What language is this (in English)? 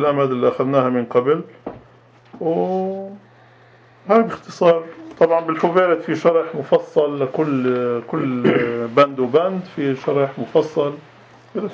North Levantine Arabic